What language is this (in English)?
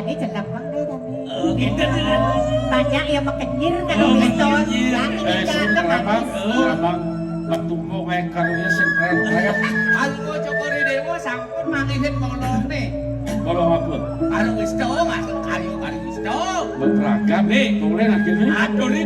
Balinese